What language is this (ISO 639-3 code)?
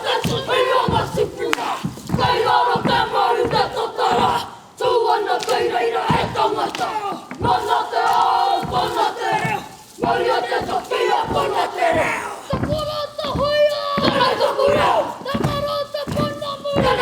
mri